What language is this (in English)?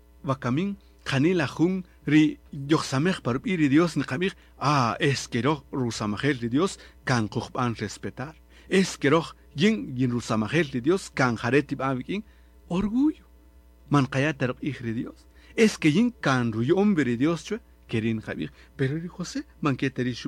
Kaqchikel